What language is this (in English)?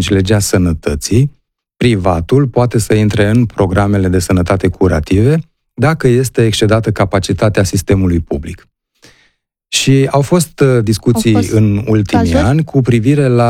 Romanian